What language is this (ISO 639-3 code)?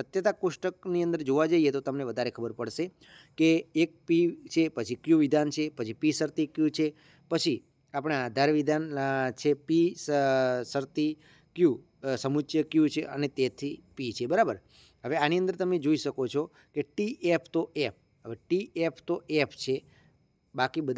guj